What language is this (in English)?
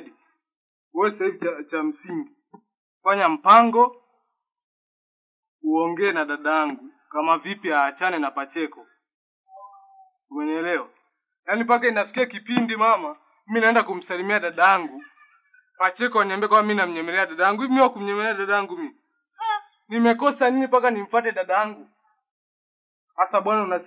Swahili